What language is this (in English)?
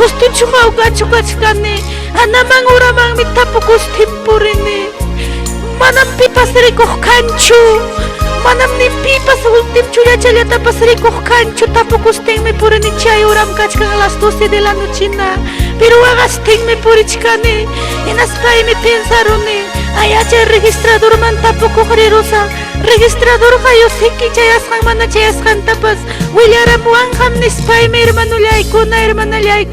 Ayacucho Quechua